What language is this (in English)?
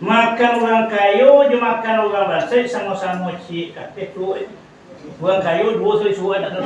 Minangkabau